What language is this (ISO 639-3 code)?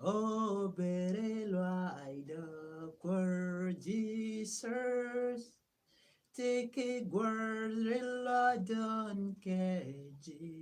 nus